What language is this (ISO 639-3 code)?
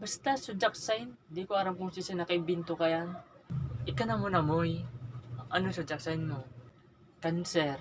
bik